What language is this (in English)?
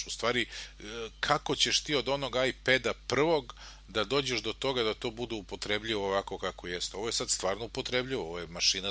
Serbian